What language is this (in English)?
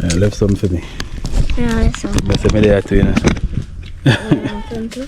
Jamaican Creole English